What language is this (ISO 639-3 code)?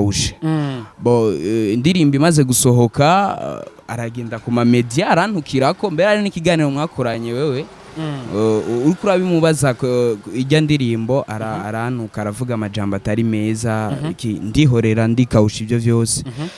run